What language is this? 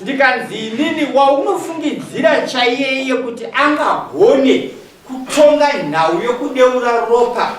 Shona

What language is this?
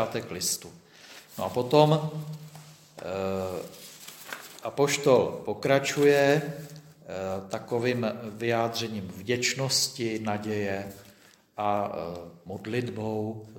Czech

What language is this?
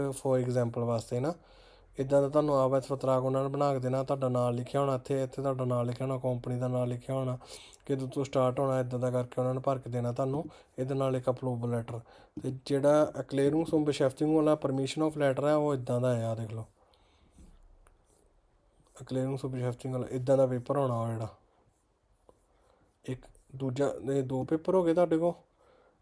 Punjabi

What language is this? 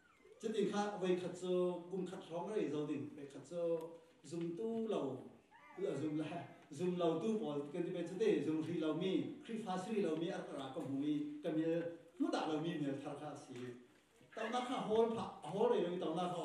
Falam Chin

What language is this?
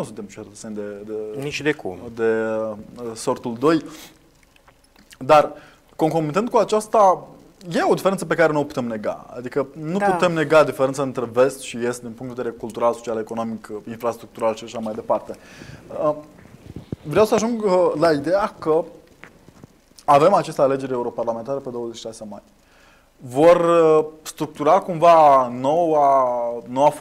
Romanian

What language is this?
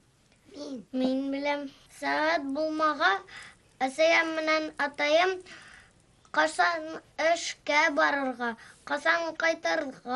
Bashkir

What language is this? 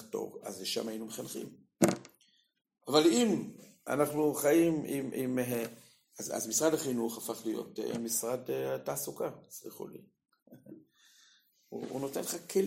Hebrew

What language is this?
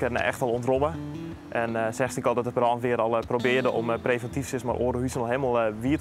Western Frisian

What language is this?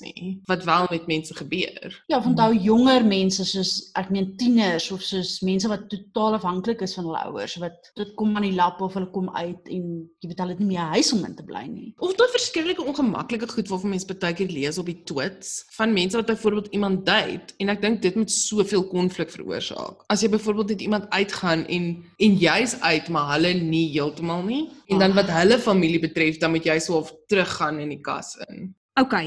Afrikaans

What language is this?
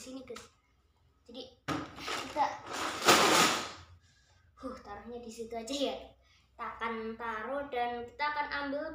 Indonesian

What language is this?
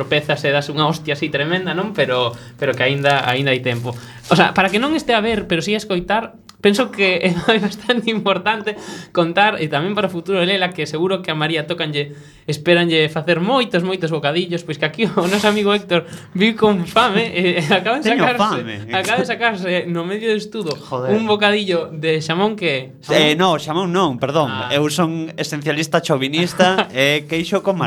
Galician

